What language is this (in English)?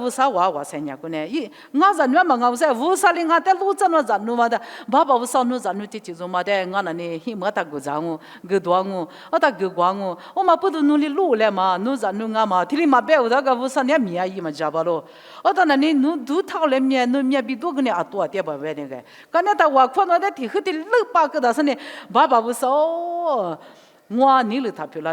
Lisu